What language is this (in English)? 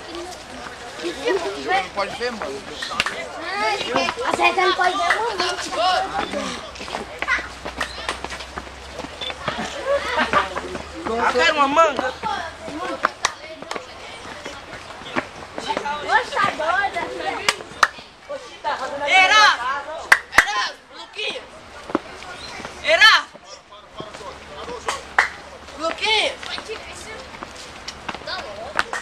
Portuguese